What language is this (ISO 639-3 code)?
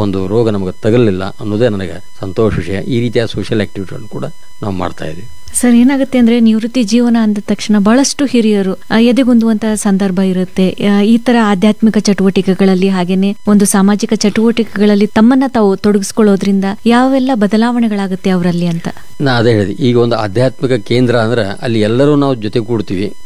kan